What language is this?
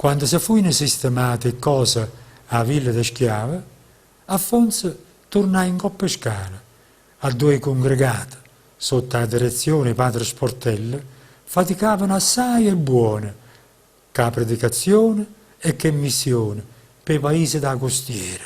Neapolitan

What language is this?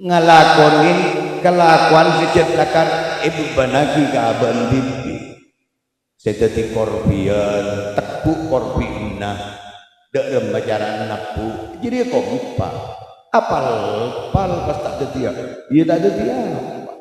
Madurese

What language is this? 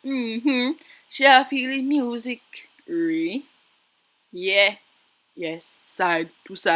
Jamaican Creole English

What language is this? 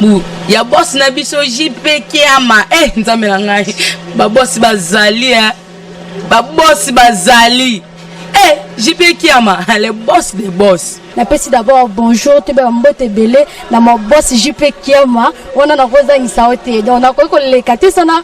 Lingala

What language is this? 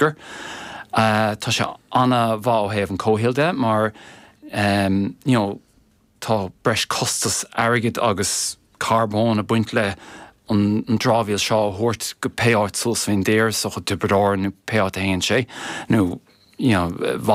Irish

